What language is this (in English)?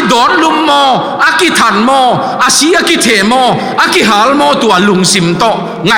Tedim Chin